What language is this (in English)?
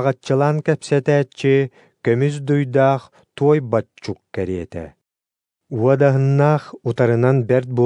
Yakut